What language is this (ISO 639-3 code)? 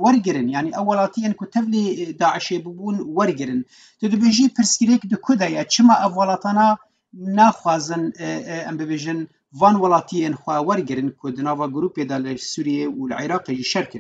kur